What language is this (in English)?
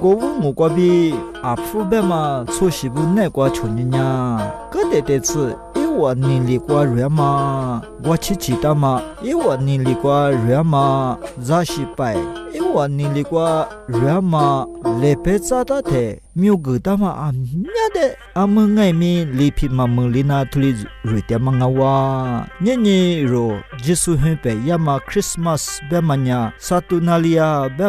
Lisu